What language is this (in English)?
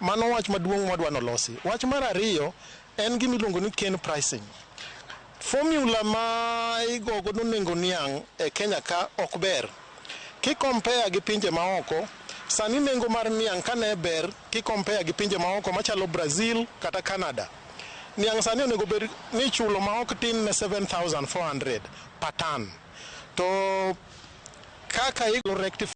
Luo (Kenya and Tanzania)